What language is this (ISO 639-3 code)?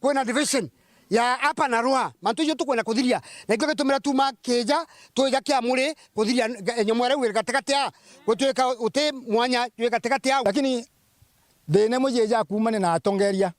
mer